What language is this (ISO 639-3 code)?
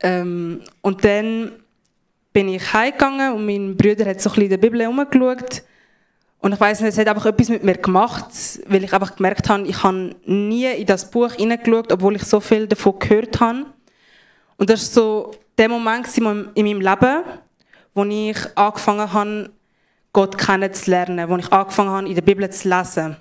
gsw